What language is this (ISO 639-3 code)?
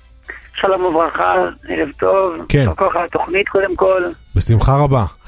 heb